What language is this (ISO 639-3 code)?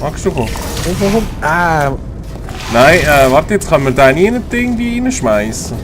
gsw